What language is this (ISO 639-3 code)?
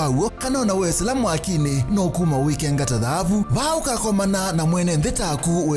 kam